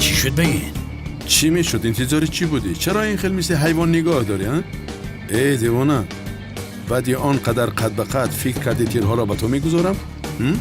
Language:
Tajik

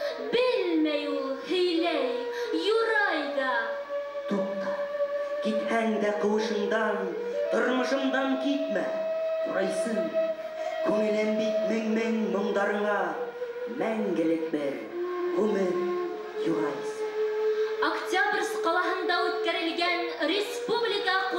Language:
Bashkir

